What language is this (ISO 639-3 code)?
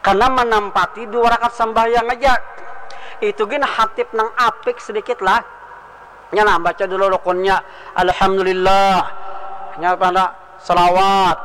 bjn